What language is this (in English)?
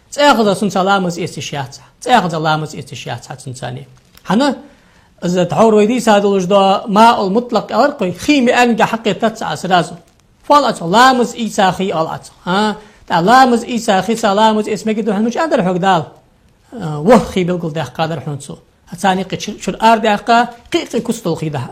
Ingush